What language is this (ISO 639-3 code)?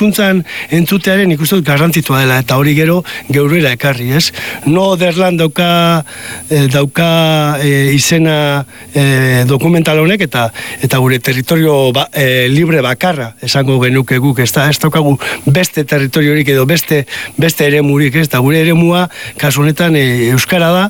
eus